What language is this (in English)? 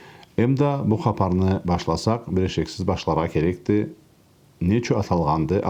Karachay-Balkar